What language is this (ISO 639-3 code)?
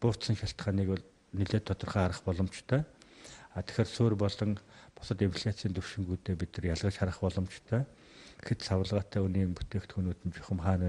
mon